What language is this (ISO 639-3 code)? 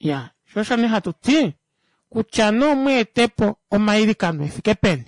kua